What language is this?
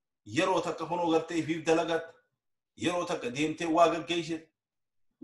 Oromo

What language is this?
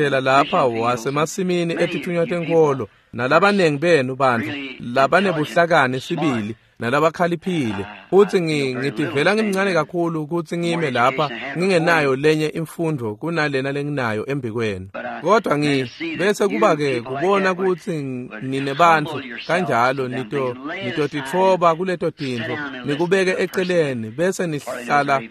Swati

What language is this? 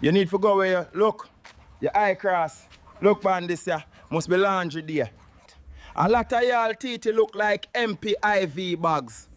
Jamaican Creole English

